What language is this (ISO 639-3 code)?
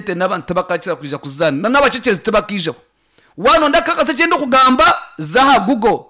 nyn